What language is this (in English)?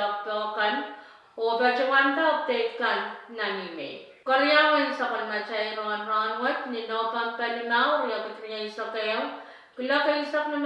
Pohnpeian